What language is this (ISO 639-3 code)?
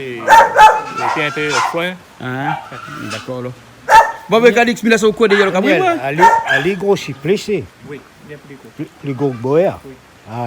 rcf